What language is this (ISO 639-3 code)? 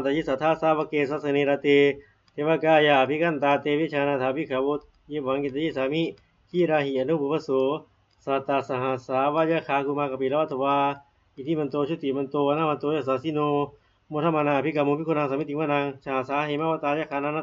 pli